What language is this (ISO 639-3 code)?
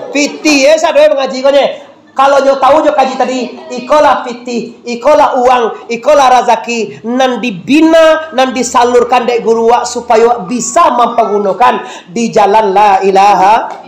min